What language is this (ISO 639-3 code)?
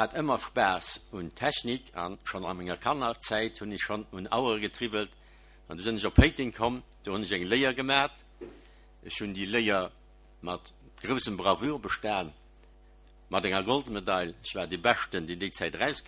ltz